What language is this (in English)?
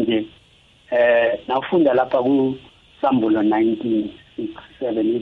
South Ndebele